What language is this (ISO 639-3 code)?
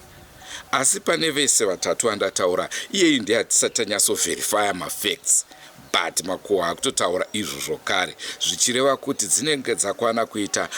sna